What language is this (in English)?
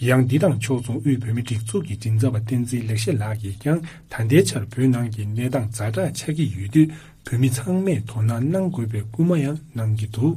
Tibetan